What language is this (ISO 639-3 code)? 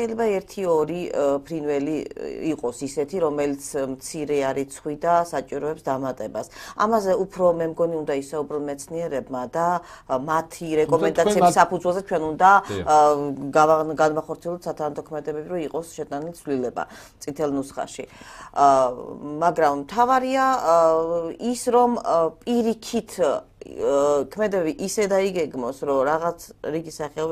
kat